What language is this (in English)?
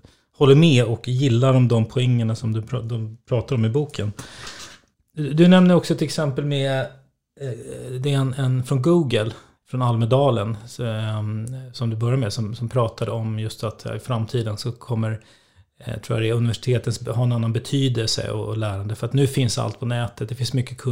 Swedish